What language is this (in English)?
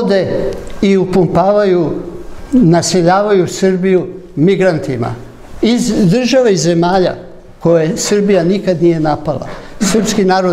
Serbian